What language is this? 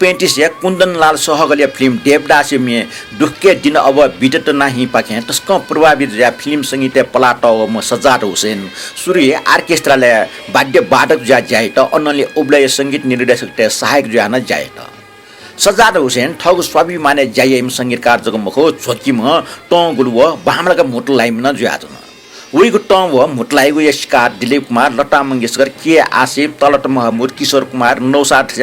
Newari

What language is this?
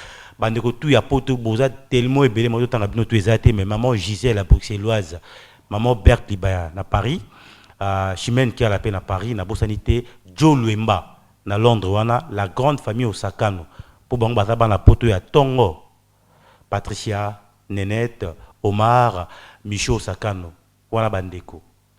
Lingala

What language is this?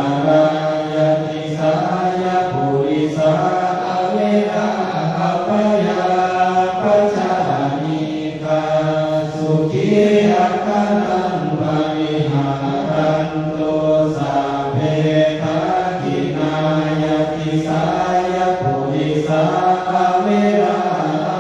Pali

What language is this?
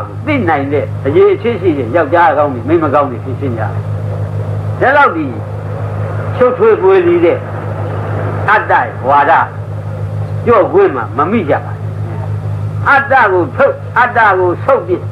Burmese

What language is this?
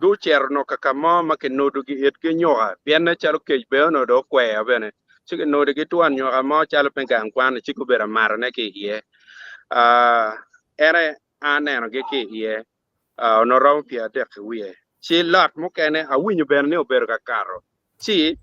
Acoli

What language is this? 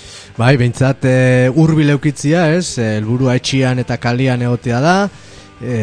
Basque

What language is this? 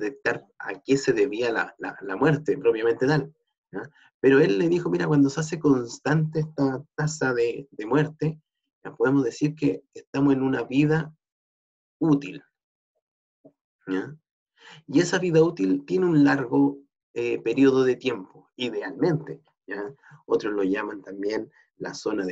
Spanish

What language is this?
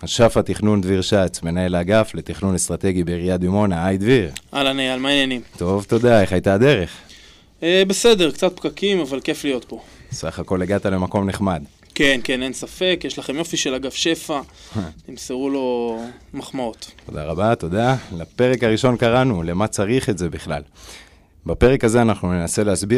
Hebrew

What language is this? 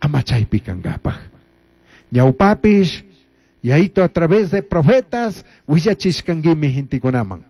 Chimborazo Highland Quichua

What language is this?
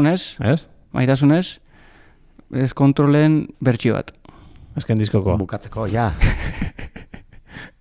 Basque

